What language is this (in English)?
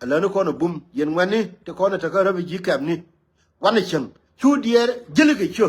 Nuer